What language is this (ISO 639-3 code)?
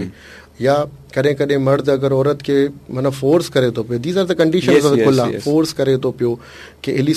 snd